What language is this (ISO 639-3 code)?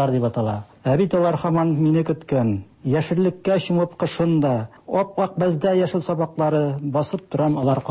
tat